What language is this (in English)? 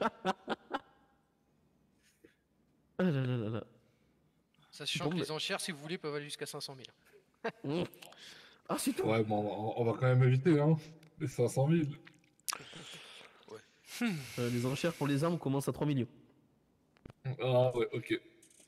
French